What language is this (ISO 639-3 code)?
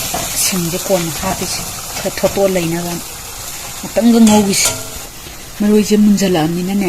mni